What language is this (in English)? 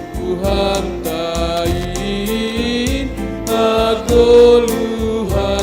Batak Simalungun